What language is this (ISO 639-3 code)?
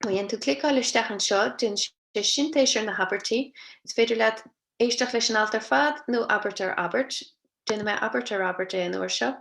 gle